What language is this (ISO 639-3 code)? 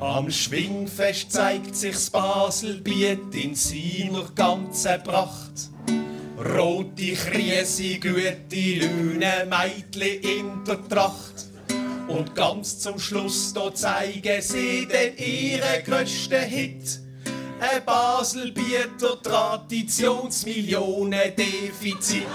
gsw